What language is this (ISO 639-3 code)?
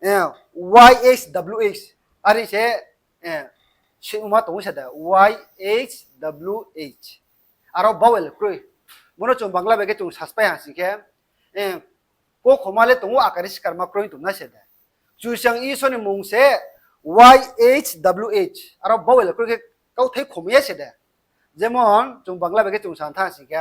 ria